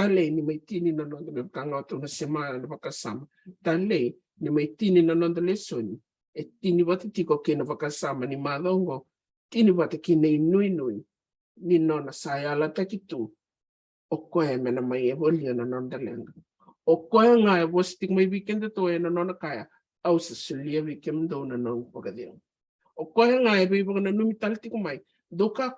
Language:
Fijian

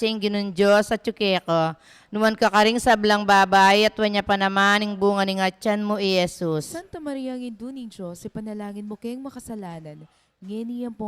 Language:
Pampanga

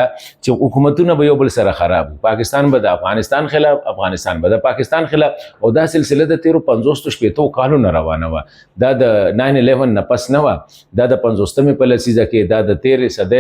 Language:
Pashto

